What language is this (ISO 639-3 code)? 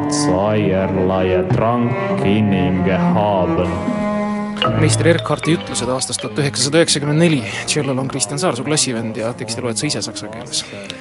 est